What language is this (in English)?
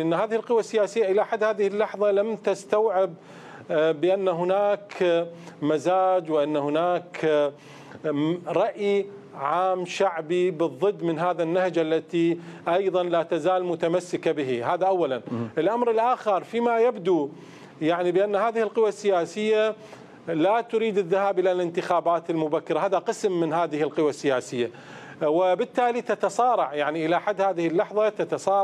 Mesopotamian Arabic